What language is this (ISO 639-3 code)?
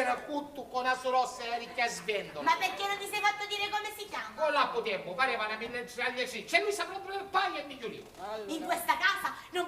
scn